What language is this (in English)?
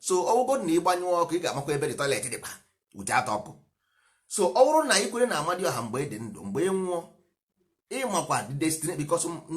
Igbo